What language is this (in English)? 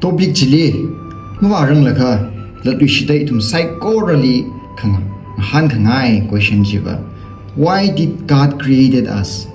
Tangkhul Naga (India)